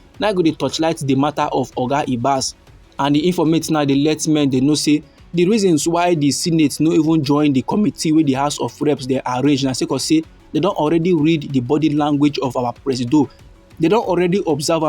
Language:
Nigerian Pidgin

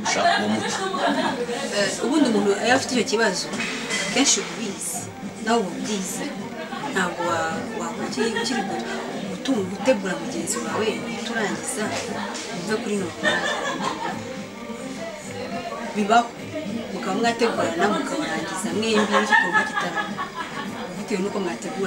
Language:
Kinyarwanda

